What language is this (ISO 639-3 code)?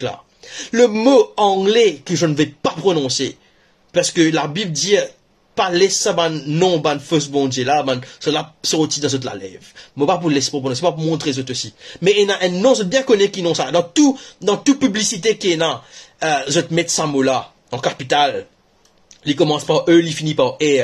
mfe